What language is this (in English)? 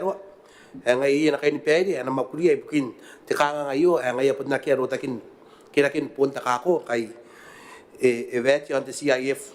Gilbertese